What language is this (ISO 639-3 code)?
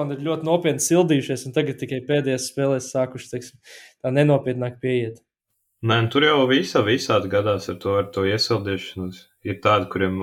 lav